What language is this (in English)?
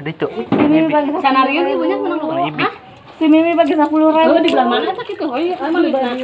Sundanese